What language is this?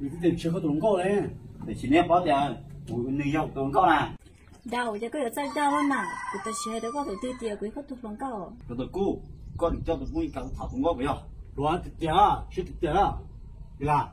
Hmong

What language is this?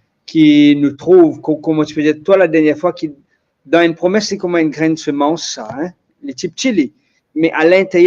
Morisyen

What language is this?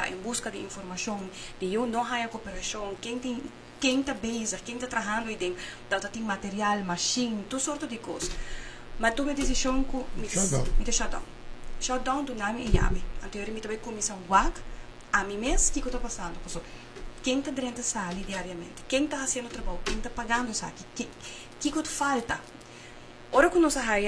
Papiamento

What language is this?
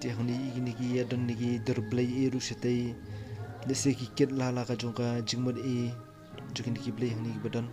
Khasi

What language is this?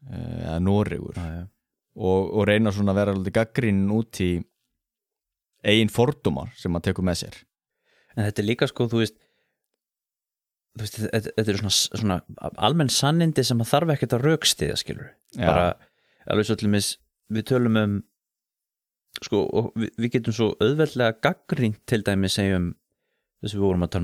Icelandic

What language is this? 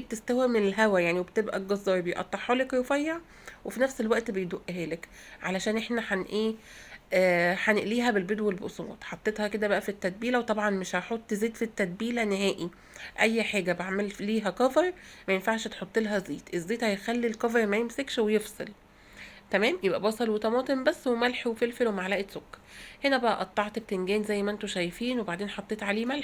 Egyptian Arabic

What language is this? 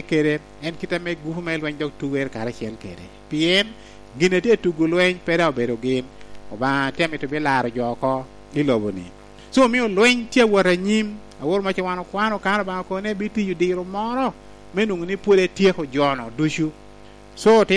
Lango (Uganda)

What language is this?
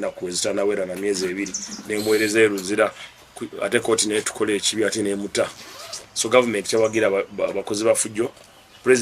Ganda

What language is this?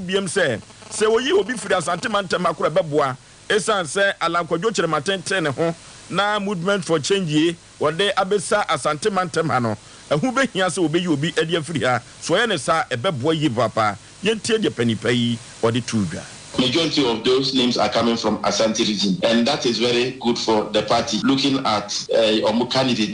Akan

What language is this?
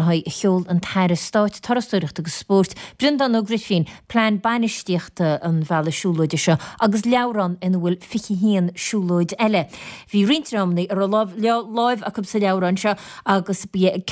Irish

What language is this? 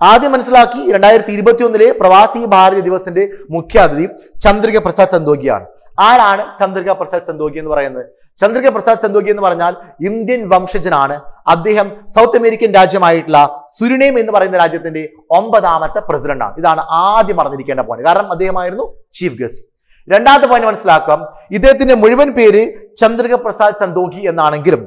Malayalam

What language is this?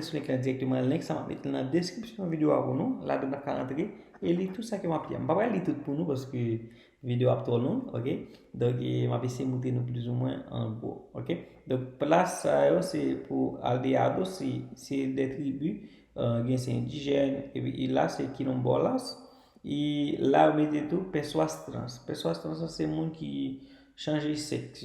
Haitian Creole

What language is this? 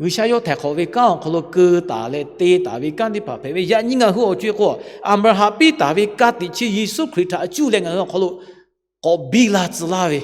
Lahu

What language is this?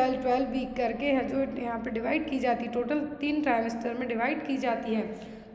Hindi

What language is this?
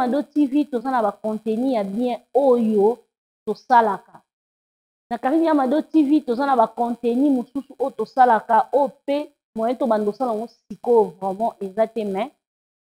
Lingala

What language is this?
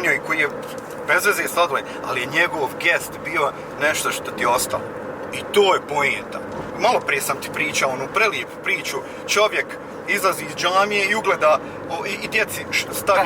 Bosnian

